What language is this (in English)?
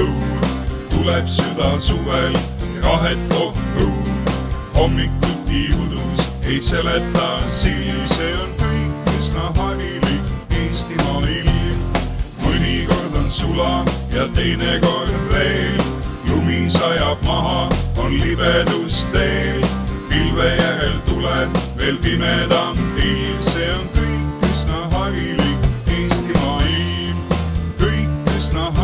Estonian